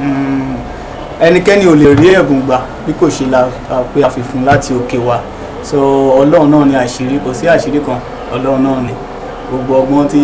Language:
Yoruba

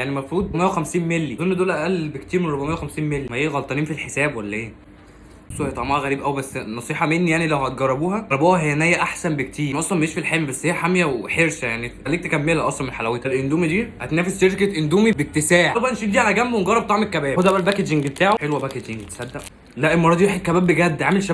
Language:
Egyptian Arabic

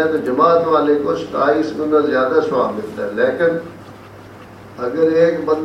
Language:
Urdu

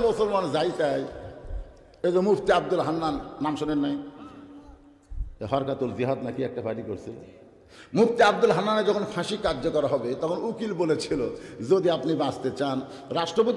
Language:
Bangla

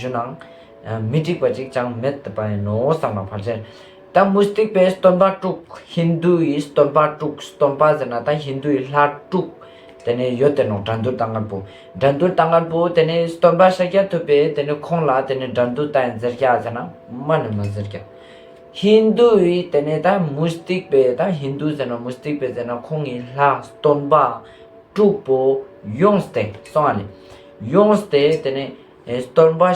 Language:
Ladakhi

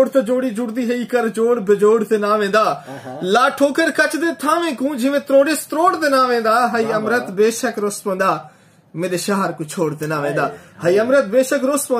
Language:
Saraiki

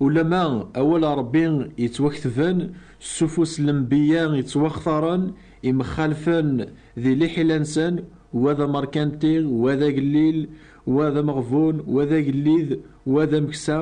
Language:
Kabyle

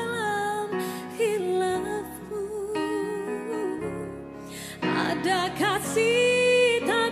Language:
Malay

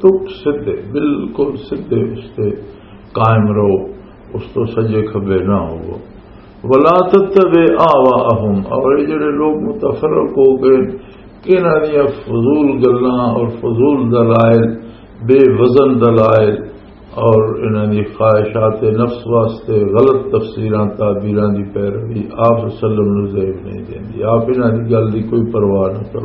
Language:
Western Panjabi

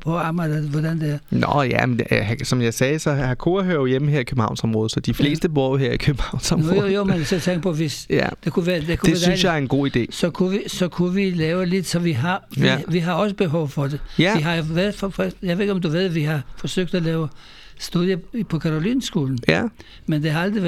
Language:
Danish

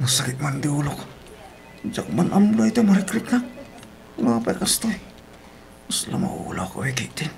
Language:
Iloko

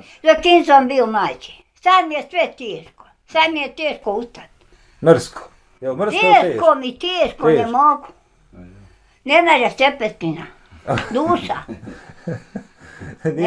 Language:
Bosnian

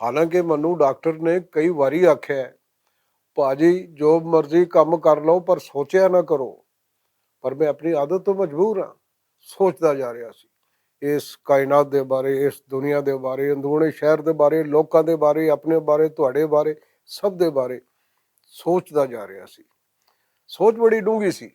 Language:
Western Panjabi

